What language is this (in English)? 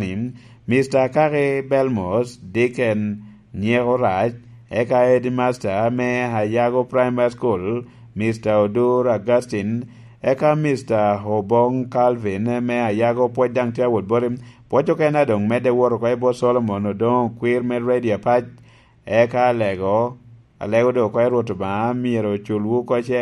Lango (Uganda)